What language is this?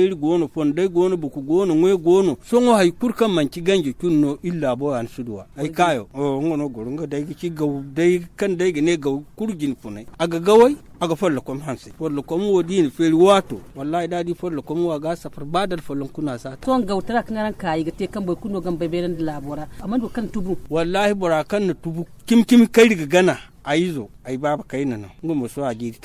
Zarma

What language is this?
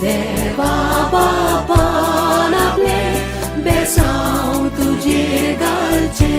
Konkani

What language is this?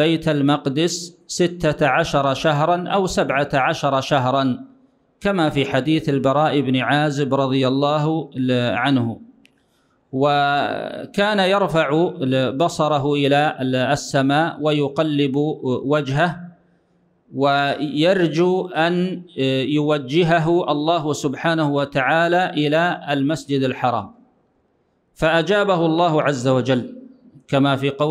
Arabic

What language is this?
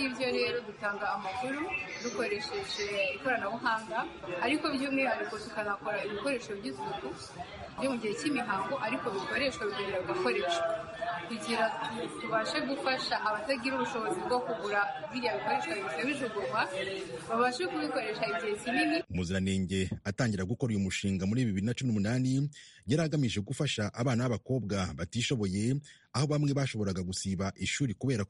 Kinyarwanda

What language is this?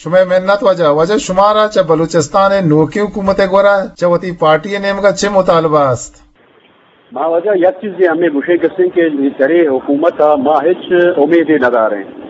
Eastern Balochi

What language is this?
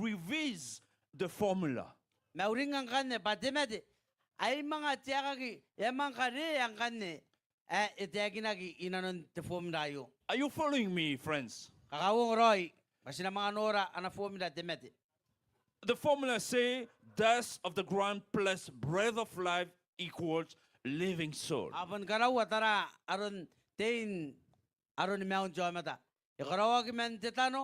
Gilbertese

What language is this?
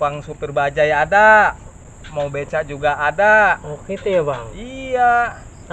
Betawi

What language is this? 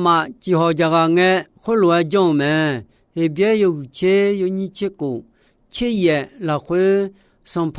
Akha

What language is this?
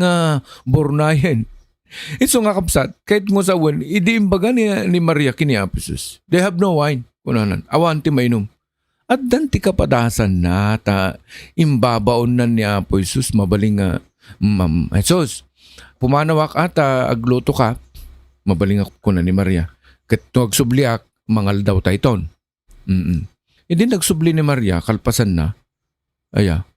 Iloko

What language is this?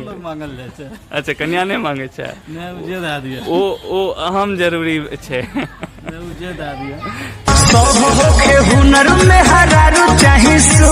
Maithili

